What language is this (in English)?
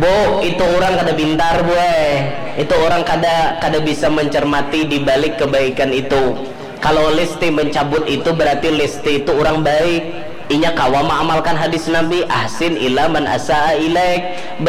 Banjar